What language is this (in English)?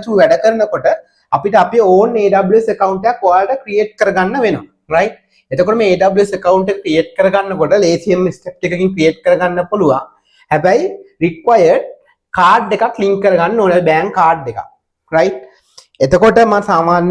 Sinhala